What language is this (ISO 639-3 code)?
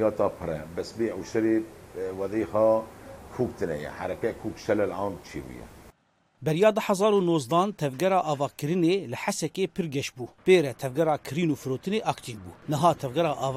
kur